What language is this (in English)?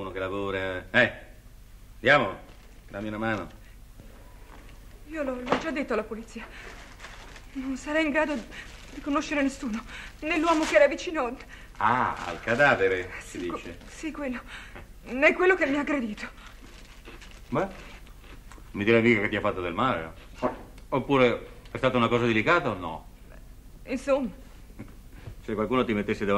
Italian